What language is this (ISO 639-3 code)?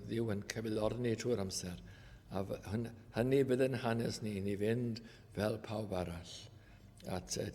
cym